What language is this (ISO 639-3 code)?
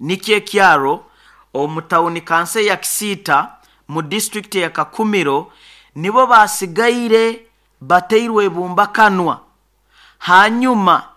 nyo